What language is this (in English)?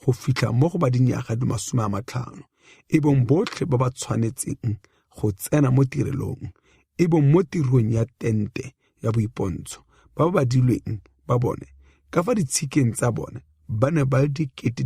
Tswana